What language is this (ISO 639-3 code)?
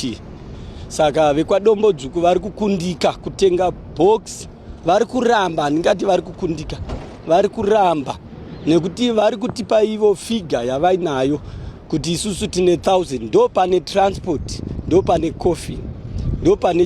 sna